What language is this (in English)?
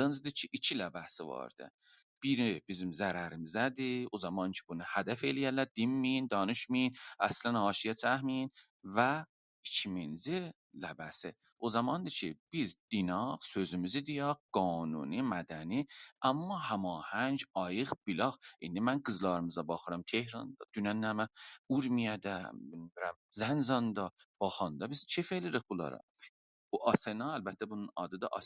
South Azerbaijani